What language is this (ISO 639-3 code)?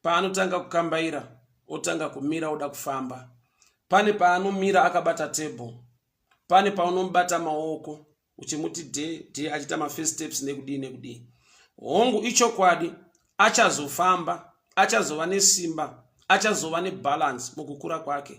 sna